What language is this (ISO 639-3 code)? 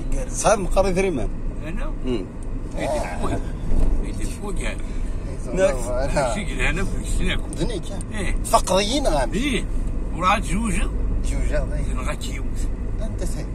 kab